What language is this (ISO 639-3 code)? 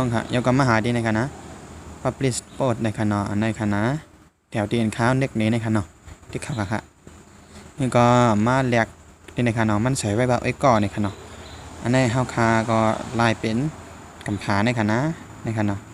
shn